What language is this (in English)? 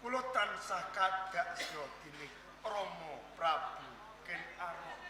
Javanese